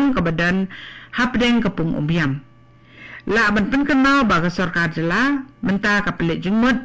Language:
Khasi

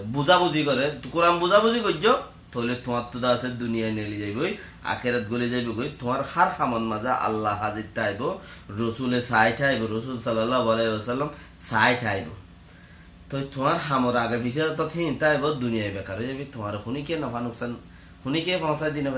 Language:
Rohingya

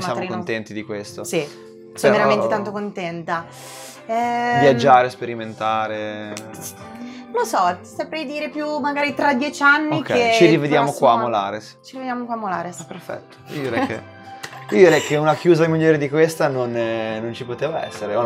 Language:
Italian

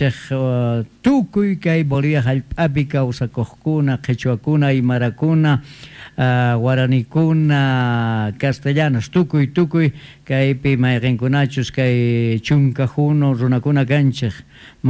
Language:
South Bolivian Quechua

